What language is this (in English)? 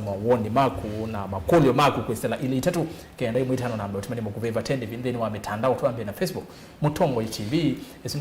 Kamba